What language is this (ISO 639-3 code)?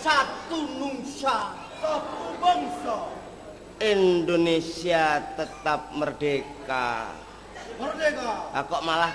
jav